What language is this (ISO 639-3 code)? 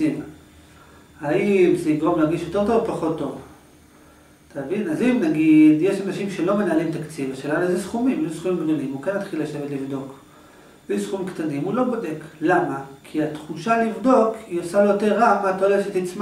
heb